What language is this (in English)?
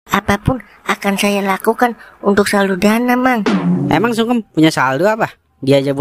Betawi